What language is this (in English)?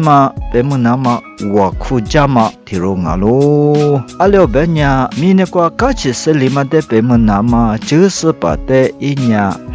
Lisu